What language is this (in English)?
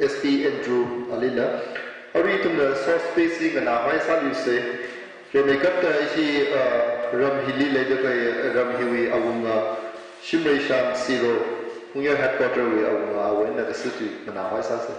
Tangkhul Naga (India)